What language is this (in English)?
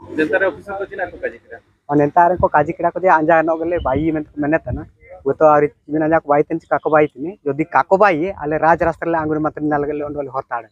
Santali